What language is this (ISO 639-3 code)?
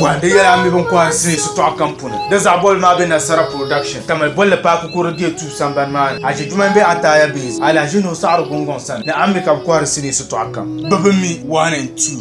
dag